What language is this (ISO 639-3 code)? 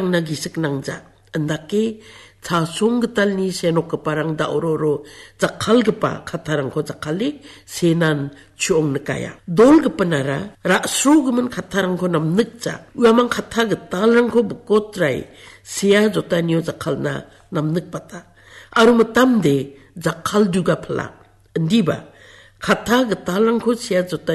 grt